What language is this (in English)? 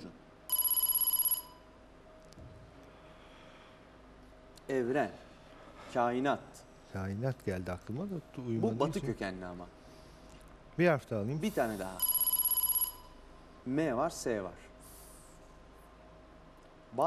Turkish